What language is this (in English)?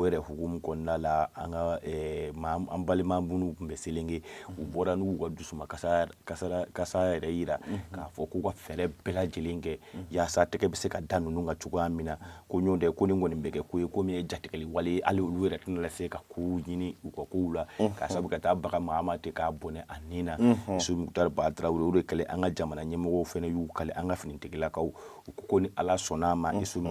Bambara